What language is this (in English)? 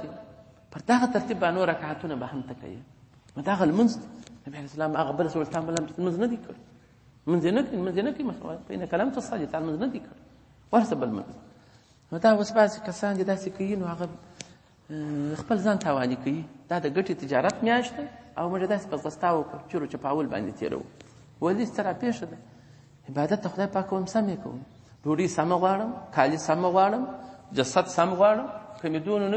Pashto